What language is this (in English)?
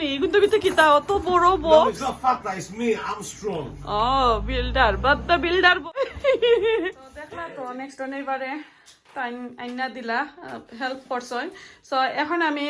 Sylheti